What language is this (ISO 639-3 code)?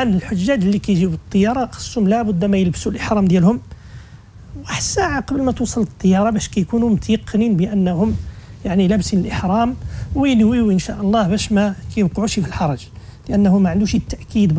ary